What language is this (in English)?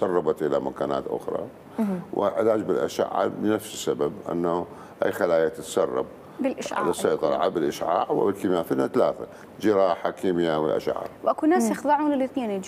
Mesopotamian Arabic